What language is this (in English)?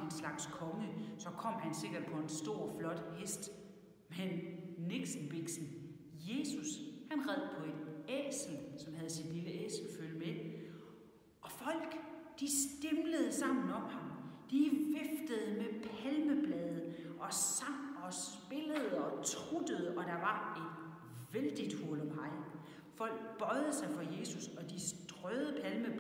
Danish